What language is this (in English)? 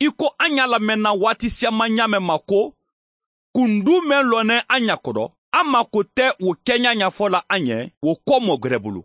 Mandingo